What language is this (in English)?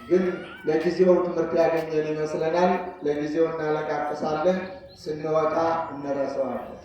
Amharic